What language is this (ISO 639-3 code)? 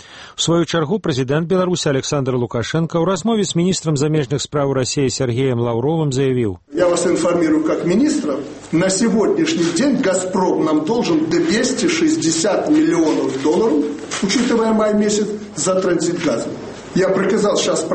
bel